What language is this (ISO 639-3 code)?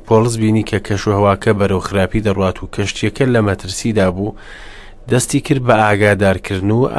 ckb